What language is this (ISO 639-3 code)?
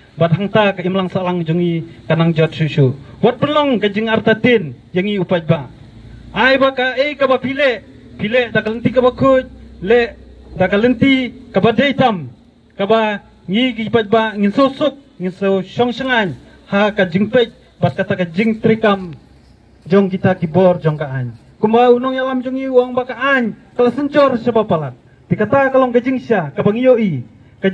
kha